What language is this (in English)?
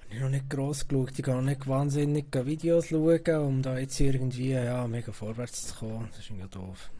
Swiss German